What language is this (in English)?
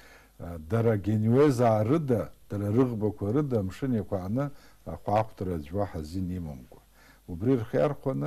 Abkhazian